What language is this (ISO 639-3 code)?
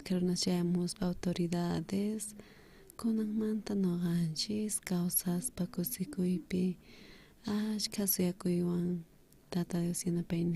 quh